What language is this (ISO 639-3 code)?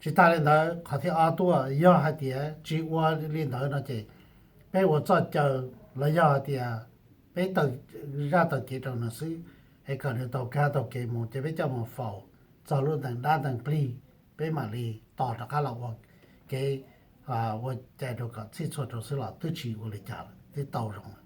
hmn